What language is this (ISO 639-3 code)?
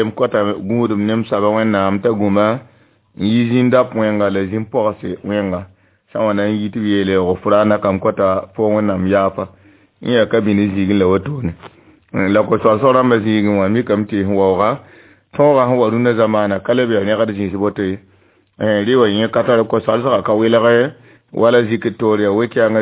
mos